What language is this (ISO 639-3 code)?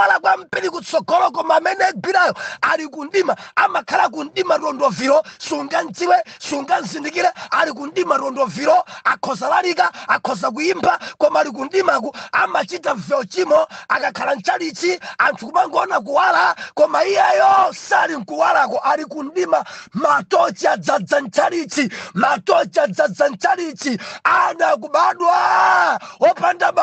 nya